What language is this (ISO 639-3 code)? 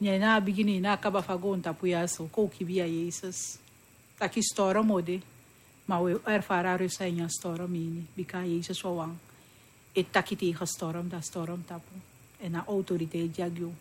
srn